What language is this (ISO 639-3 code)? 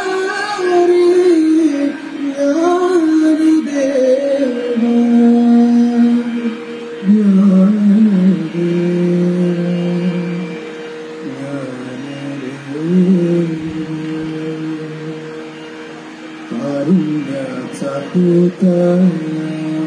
mar